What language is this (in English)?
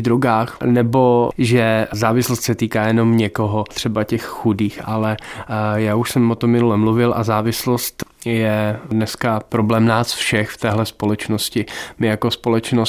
Czech